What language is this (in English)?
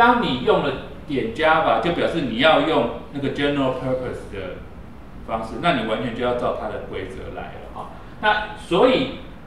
Chinese